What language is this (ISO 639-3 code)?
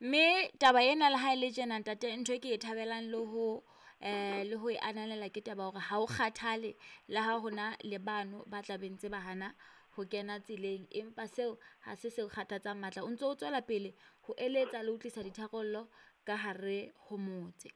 sot